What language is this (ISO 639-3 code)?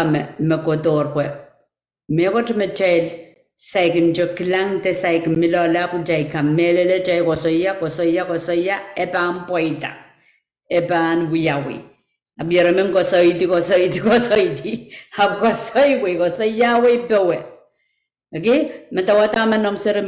pon